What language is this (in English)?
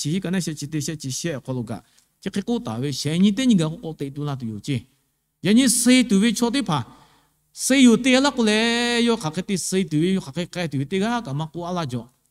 Lahu